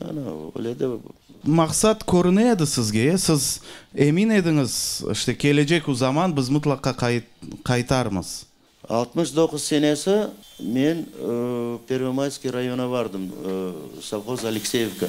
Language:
Crimean Tatar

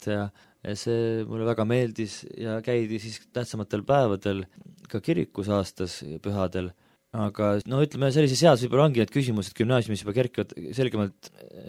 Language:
Estonian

